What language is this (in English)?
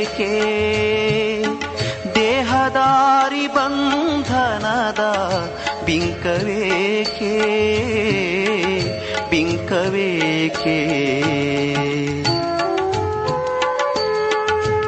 Kannada